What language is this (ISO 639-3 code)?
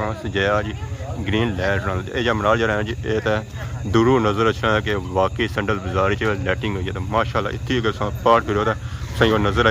phr